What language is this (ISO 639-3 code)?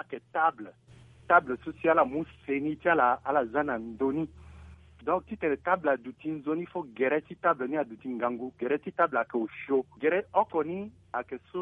sag